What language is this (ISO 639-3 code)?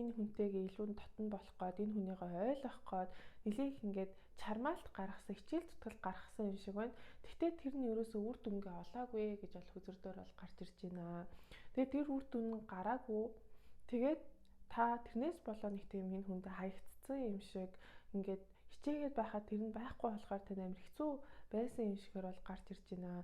mon